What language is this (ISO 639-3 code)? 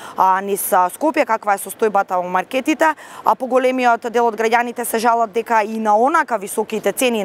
mkd